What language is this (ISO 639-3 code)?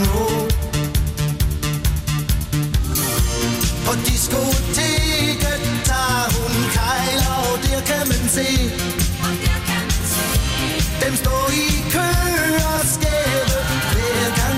dan